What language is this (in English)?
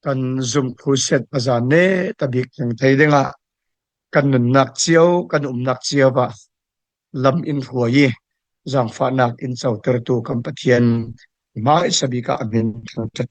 Falam Chin